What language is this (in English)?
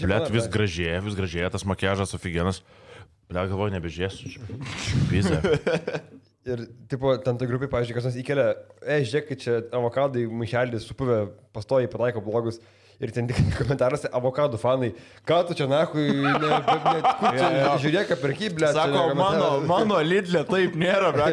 Lithuanian